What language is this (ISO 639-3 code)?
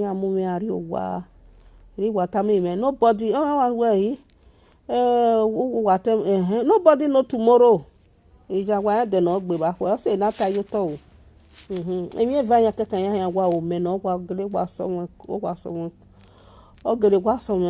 pcm